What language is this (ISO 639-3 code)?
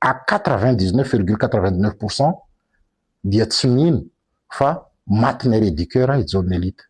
mlg